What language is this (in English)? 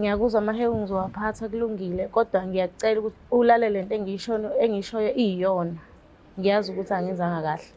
Zulu